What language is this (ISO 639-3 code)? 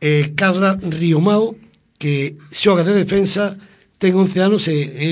glg